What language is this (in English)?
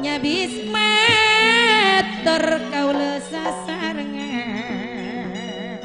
Madurese